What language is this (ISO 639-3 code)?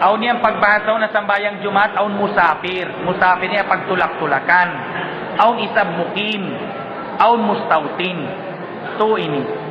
tsg